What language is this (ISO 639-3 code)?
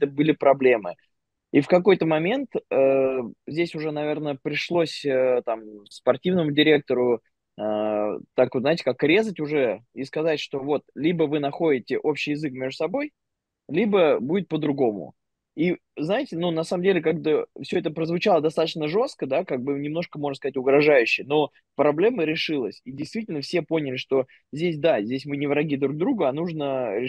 rus